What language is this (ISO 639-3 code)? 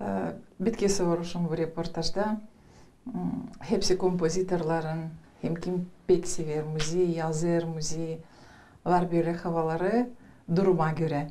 gag